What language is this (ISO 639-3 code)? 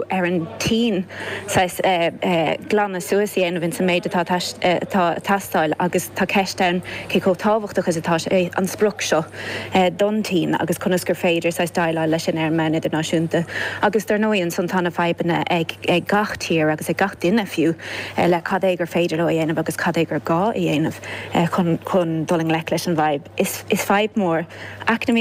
gle